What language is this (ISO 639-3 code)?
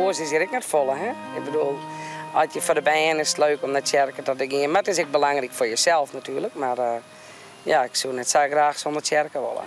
fry